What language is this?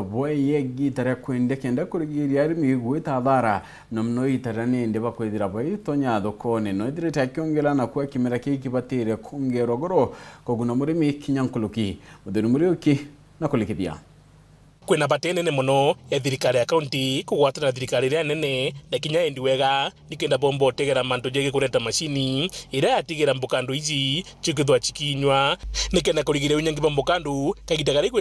Meru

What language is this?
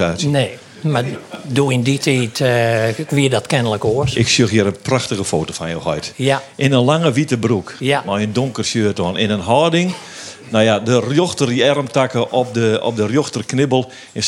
Western Frisian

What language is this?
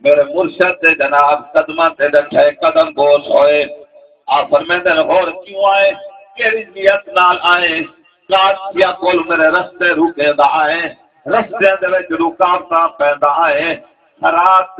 Saraiki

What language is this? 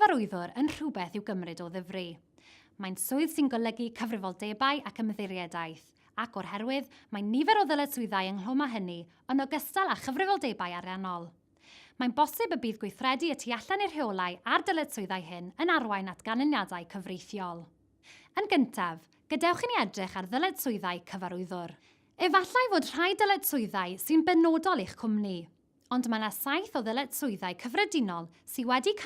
Welsh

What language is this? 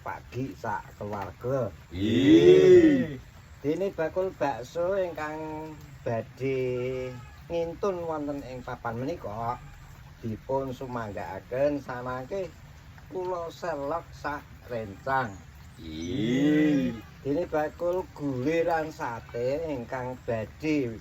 Javanese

